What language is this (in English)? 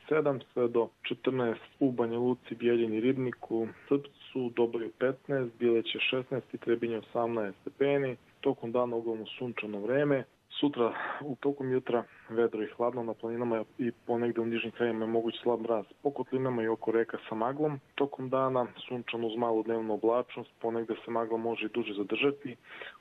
Serbian